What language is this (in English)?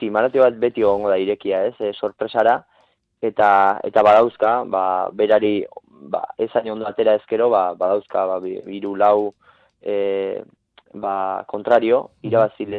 Basque